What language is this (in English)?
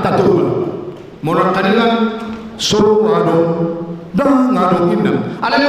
Batak Toba